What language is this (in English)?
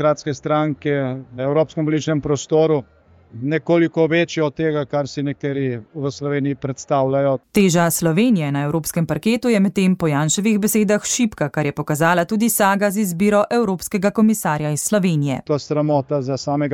Slovenian